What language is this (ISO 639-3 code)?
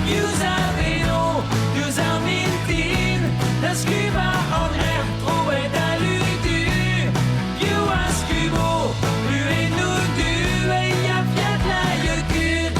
bre